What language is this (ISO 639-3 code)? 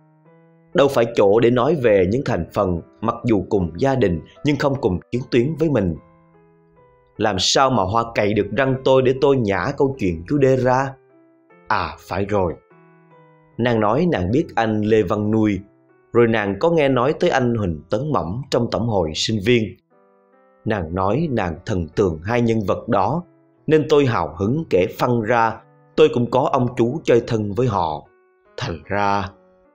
vie